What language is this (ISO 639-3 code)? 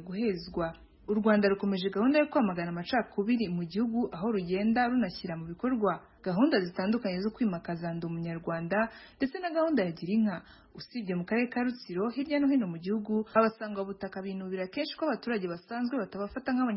kin